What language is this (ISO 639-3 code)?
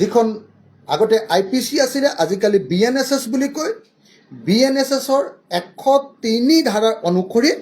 asm